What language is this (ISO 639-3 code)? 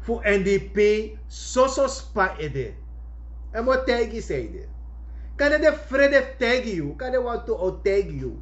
srn